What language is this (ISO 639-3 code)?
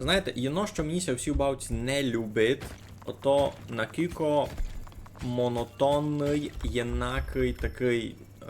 rue